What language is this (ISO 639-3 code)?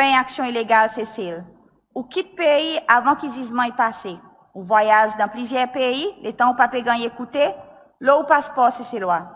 crs